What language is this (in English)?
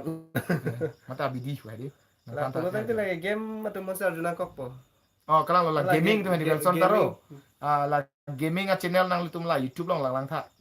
Karbi